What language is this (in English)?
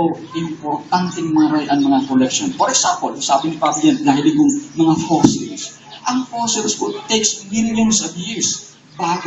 Bikol